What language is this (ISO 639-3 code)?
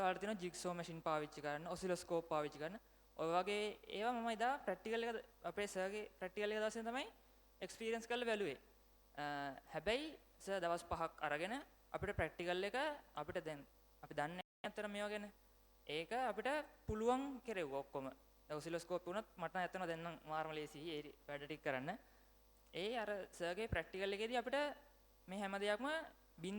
sin